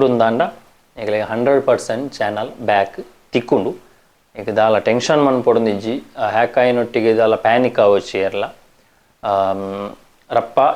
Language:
Tulu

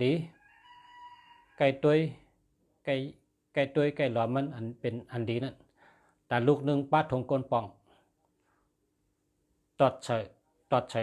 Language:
Shan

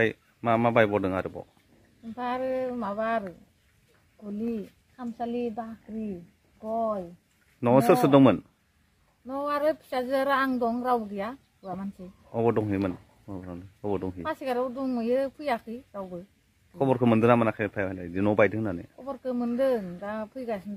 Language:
Bodo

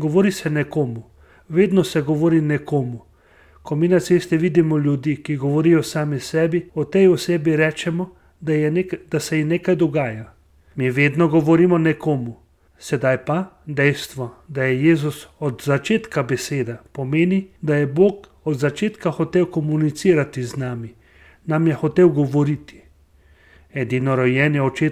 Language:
Slovenian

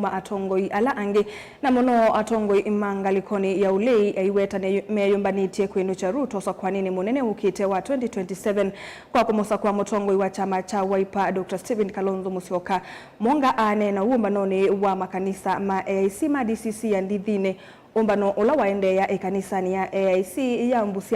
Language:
Kamba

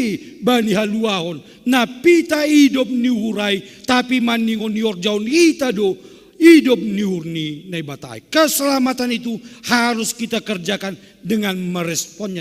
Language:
Batak Simalungun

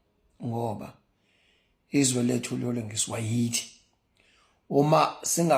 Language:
Zulu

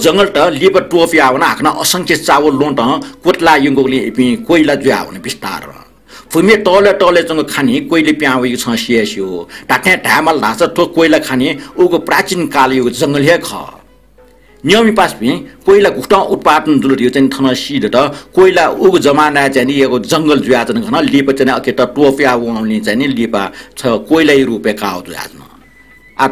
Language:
Newari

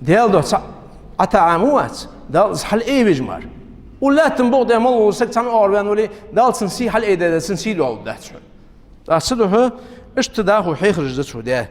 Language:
Ingush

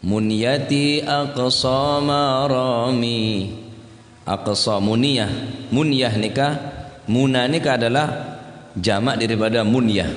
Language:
Madurese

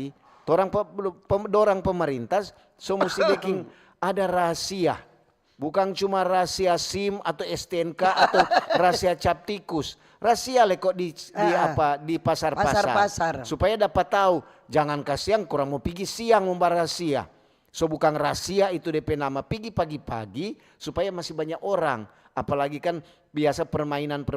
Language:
Manado Malay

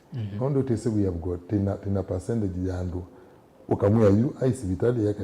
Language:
Kamba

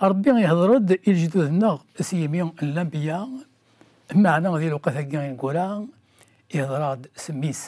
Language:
Kabyle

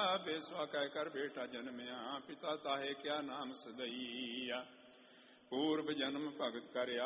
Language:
Punjabi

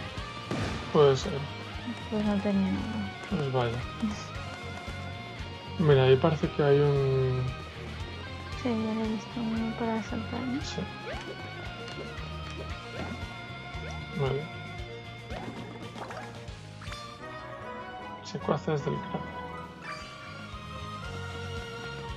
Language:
Spanish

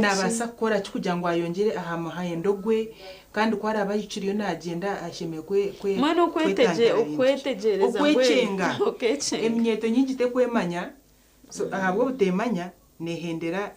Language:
Nyankole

